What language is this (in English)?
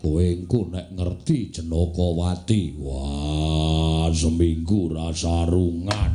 Javanese